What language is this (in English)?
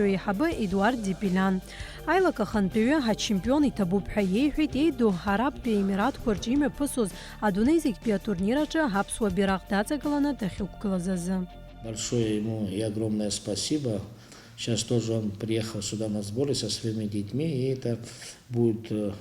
Abkhazian